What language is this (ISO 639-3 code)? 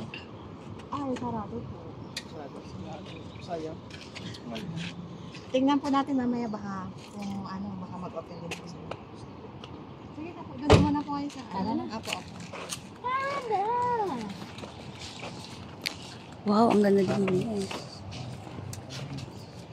fil